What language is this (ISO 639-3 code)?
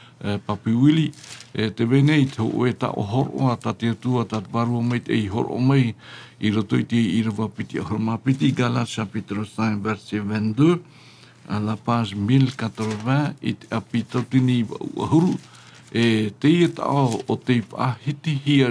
tah